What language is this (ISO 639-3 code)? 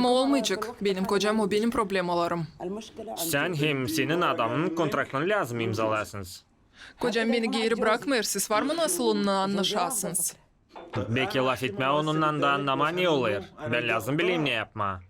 gag